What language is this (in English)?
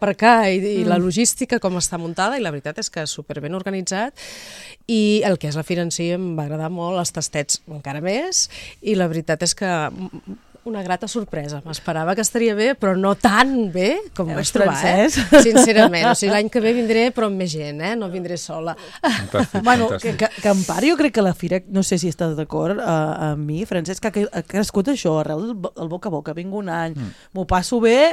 Catalan